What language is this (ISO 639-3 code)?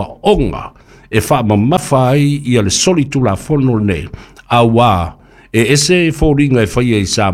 smo